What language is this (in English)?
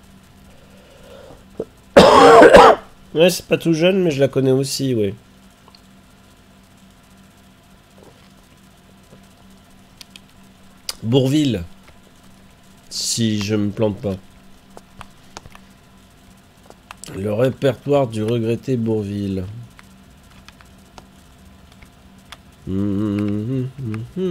French